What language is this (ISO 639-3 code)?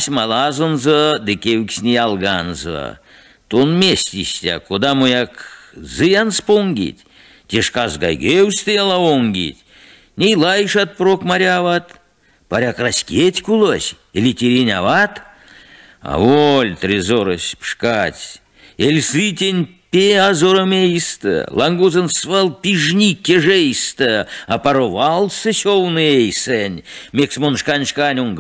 myv